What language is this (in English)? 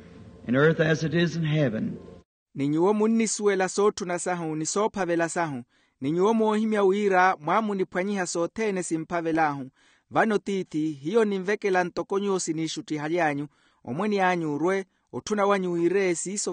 Makhuwa